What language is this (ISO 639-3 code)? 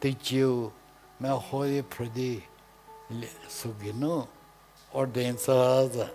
njm